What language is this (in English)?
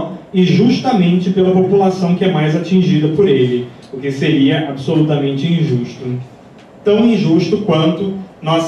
Portuguese